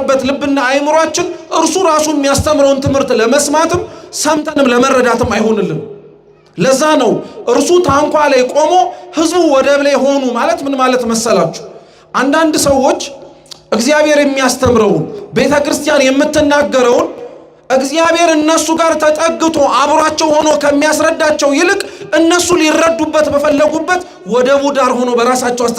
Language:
Amharic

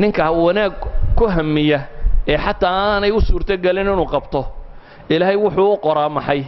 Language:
Somali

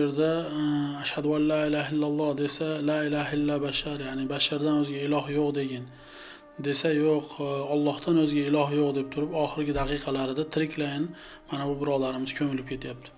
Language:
Uzbek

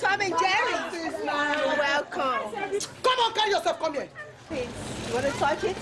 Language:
Nigerian Pidgin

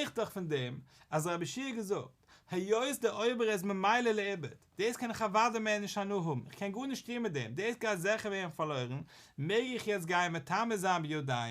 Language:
Yiddish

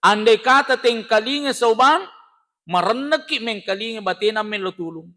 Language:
Buginese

